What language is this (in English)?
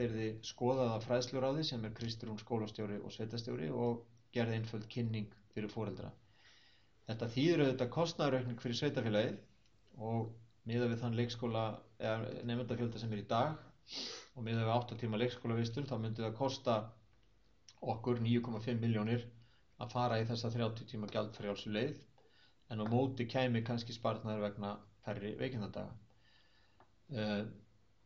Icelandic